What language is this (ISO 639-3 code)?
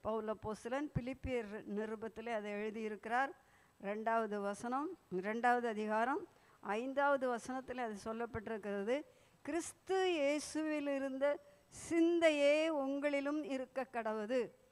tam